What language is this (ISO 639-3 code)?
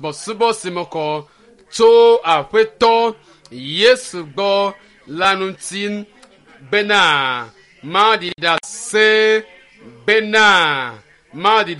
ewe